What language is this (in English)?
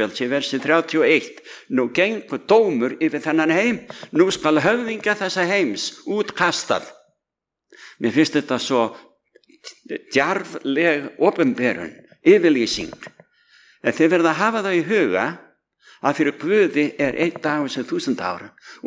Icelandic